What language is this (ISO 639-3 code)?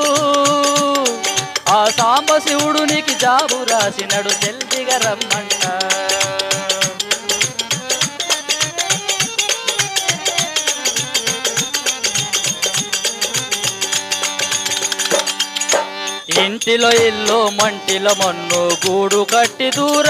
tel